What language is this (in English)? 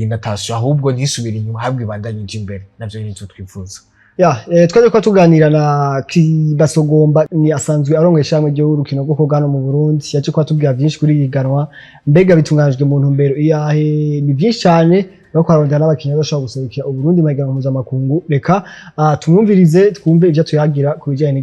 Rundi